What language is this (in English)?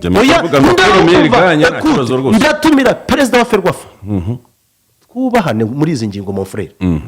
Kinyarwanda